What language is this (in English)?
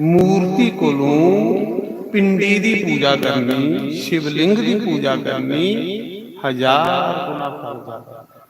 Dogri